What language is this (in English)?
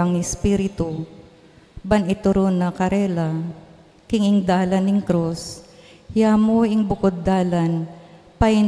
Pampanga